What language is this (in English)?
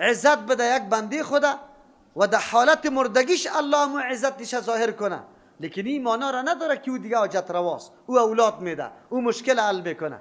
Persian